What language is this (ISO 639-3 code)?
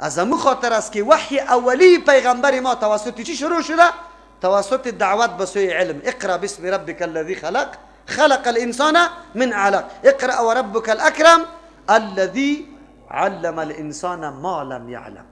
fas